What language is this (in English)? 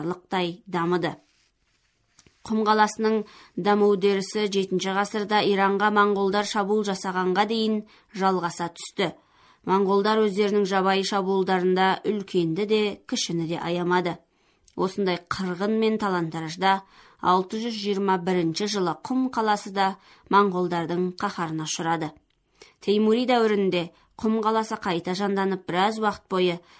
Kazakh